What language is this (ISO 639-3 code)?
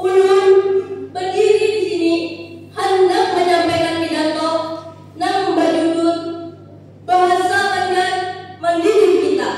bjn